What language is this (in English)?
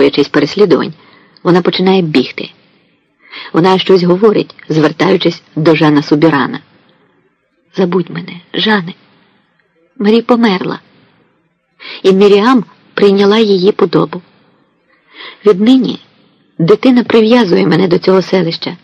Ukrainian